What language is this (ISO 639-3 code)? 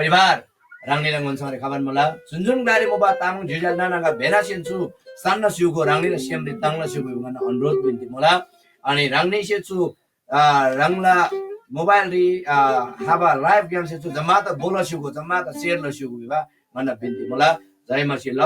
taj